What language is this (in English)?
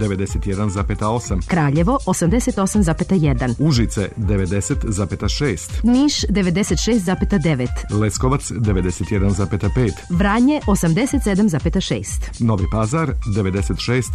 Serbian